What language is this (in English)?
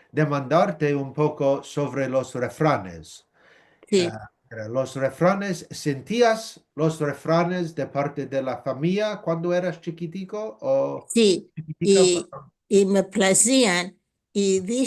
Ladino